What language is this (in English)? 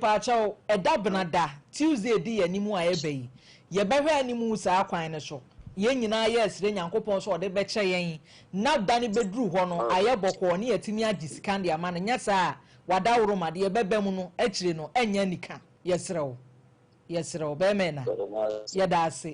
Akan